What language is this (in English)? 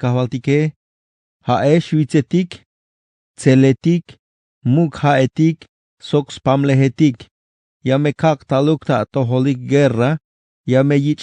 Tzeltal